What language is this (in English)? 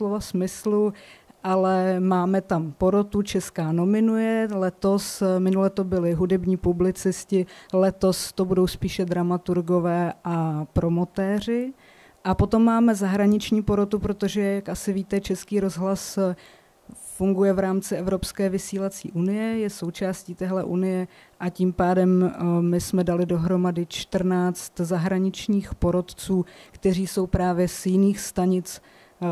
Czech